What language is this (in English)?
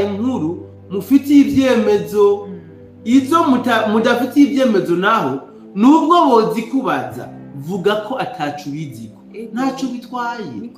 Rundi